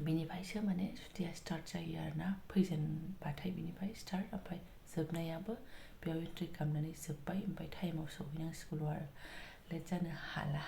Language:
Bodo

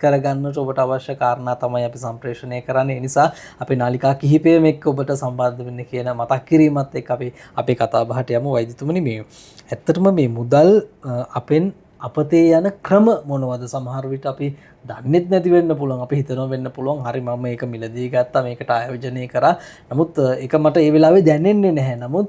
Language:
Sinhala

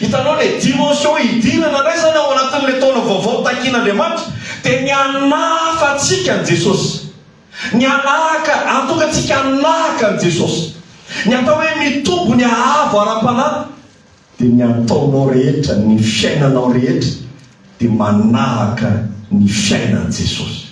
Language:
Malagasy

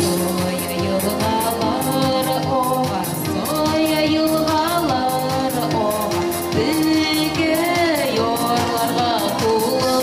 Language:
Bashkir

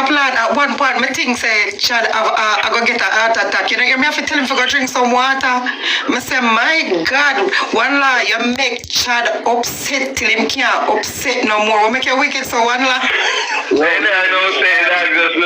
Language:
Jamaican Creole English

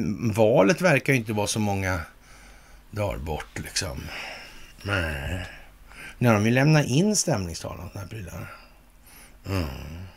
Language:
Swedish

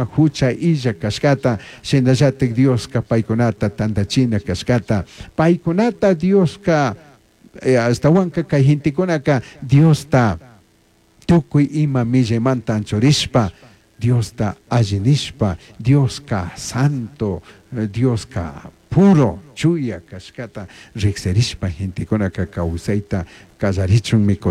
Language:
Chimborazo Highland Quichua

